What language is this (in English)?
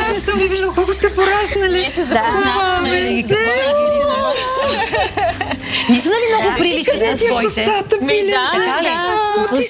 Bulgarian